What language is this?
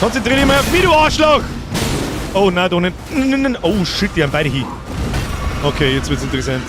Bavarian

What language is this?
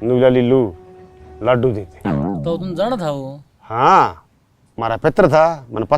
Haryanvi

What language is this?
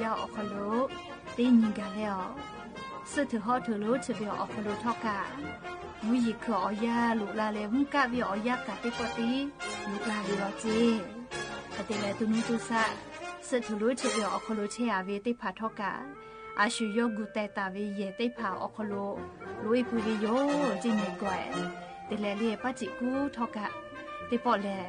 Lahu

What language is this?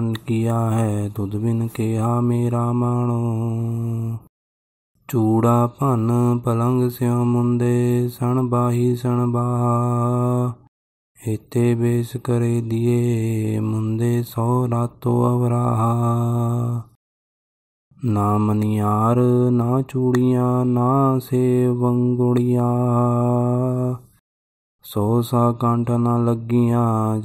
Punjabi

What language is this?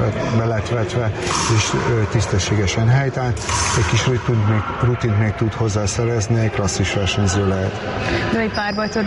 Hungarian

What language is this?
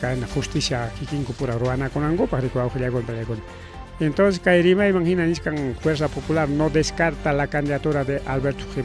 Ayacucho Quechua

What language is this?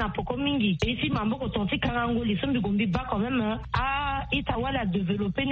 Sango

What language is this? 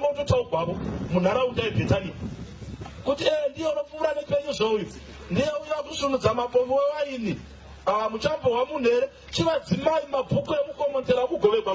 Shona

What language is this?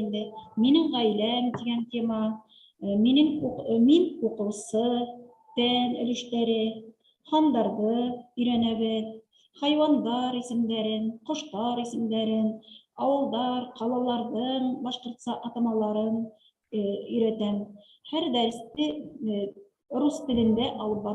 Bashkir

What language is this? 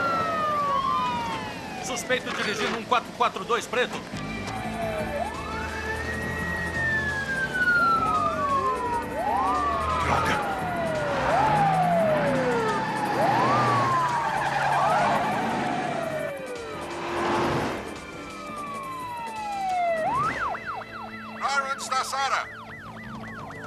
Portuguese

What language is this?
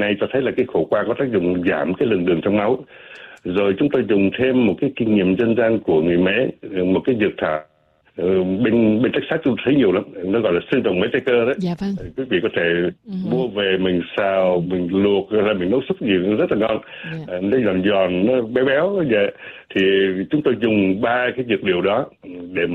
Vietnamese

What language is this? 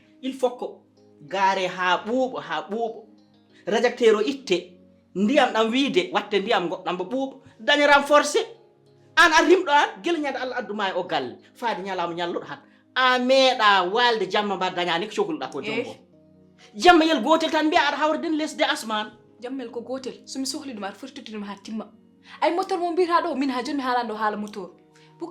Fula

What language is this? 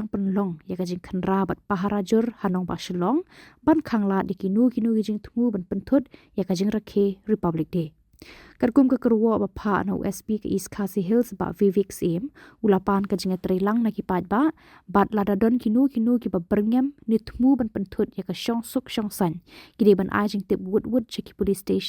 Khasi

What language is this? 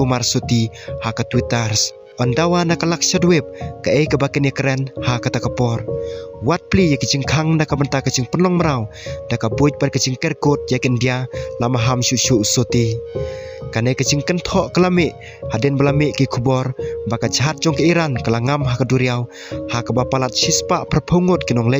Khasi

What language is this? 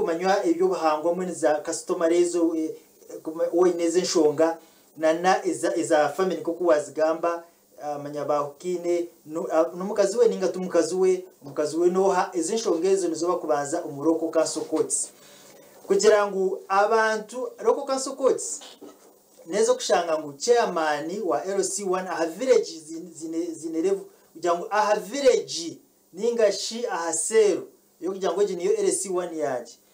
Kinyarwanda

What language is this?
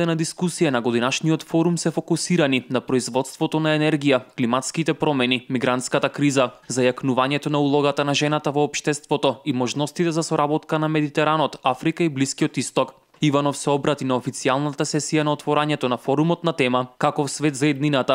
Macedonian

